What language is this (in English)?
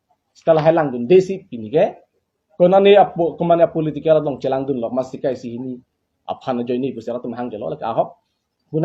Karbi